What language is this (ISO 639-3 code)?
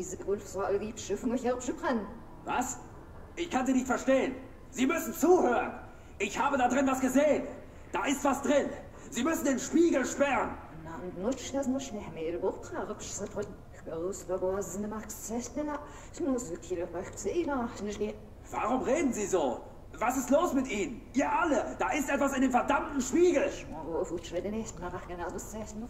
deu